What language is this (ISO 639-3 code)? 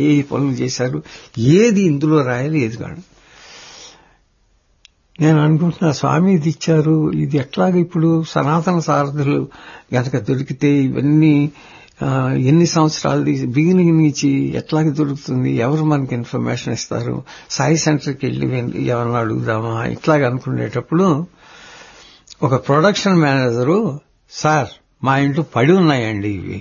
tel